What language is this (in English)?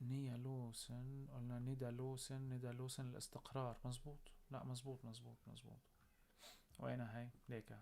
North Levantine Arabic